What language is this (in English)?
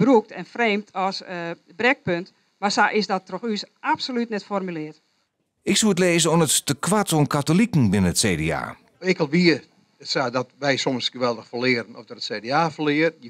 Western Frisian